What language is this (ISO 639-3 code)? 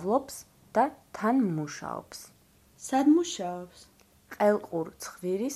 kat